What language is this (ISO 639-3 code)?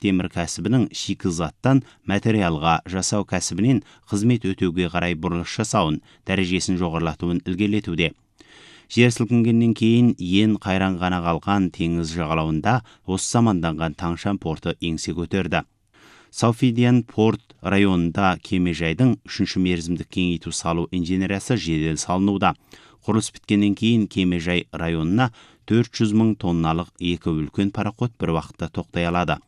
kaz